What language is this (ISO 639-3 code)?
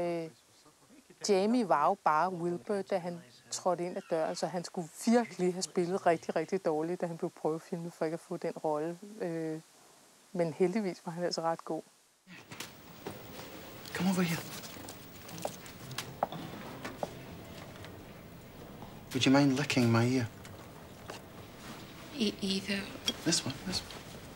dan